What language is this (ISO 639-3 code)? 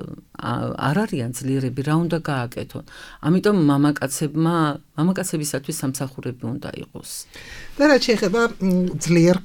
kat